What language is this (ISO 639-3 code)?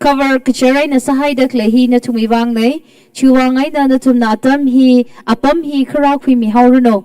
nmf